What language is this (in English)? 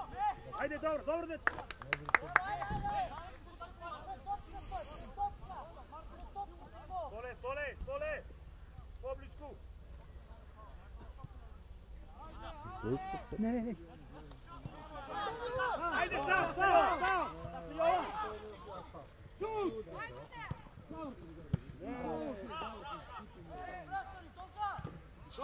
Macedonian